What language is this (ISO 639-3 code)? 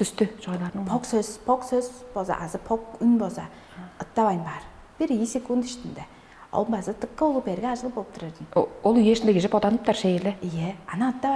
tyv